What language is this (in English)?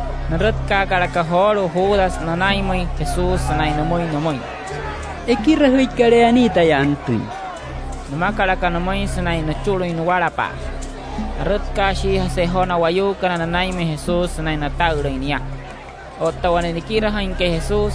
Wayuu